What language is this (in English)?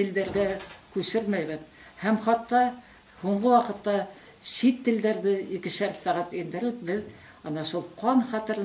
Bashkir